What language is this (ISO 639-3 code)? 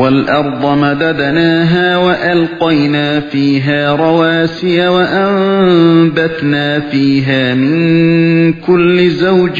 uig